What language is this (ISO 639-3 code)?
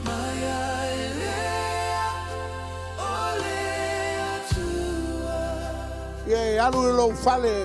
smo